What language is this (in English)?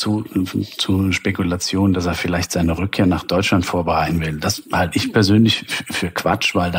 German